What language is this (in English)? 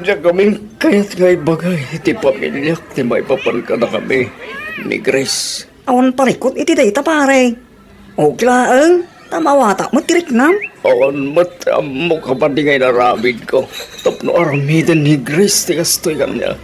Iloko